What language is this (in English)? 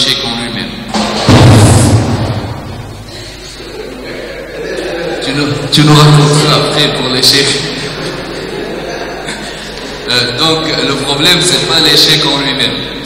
French